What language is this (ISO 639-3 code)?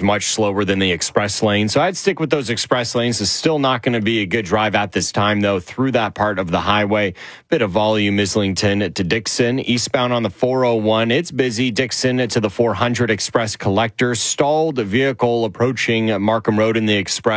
eng